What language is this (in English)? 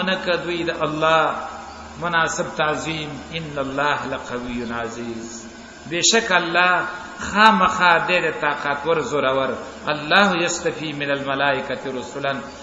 Pashto